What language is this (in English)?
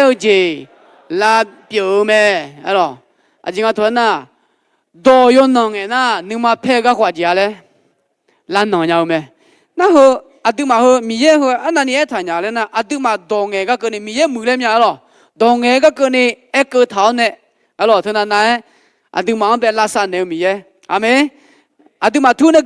Akha